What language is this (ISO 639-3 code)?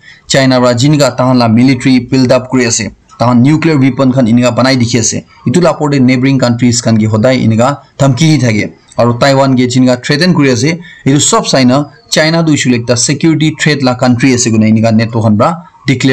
nag